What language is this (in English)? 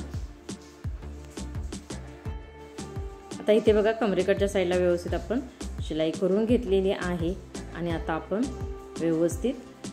Marathi